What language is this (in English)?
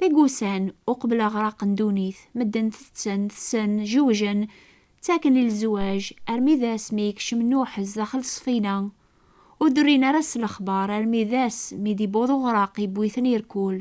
Kabyle